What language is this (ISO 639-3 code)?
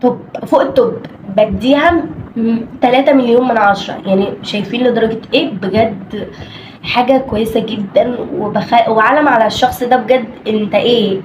arz